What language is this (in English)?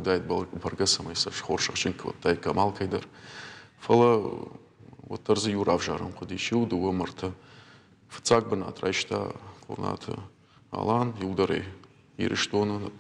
Ossetic